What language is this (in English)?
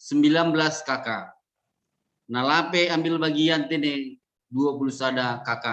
Batak Simalungun